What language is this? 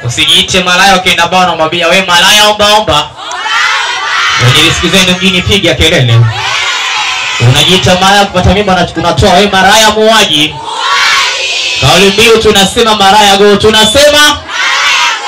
Swahili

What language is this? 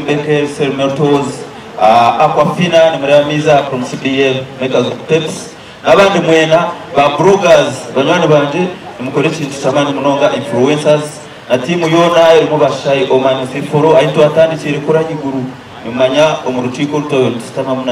Nyankole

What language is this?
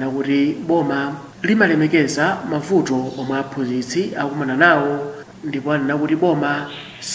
Nyanja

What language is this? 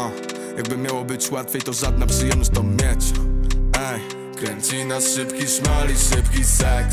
Polish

